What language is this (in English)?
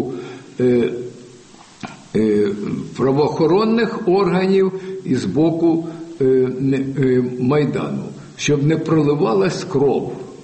Ukrainian